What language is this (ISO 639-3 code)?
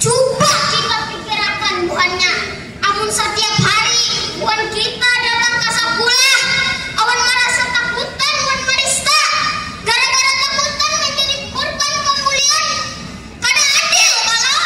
bjn